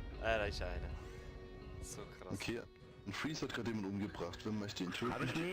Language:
Swiss German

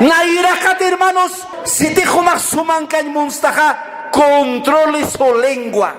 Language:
Aymara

